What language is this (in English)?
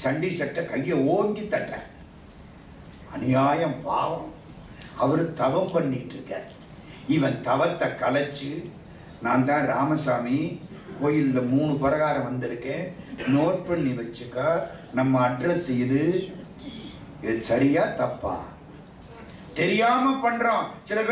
Tamil